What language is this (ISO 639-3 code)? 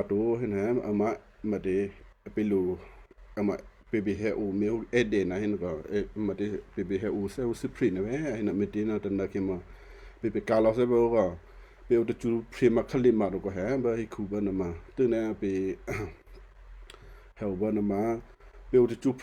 kyu